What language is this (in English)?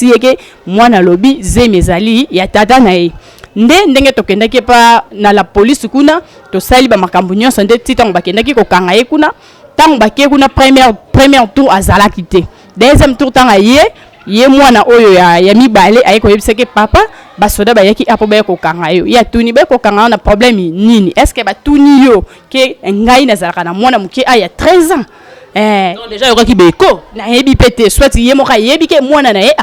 Lingala